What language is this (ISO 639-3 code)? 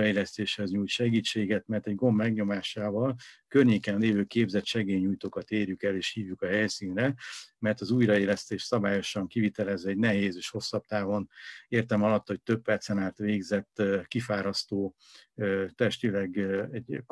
hun